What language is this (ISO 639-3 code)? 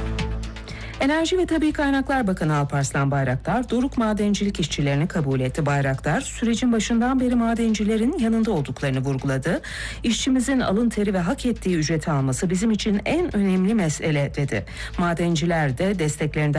tur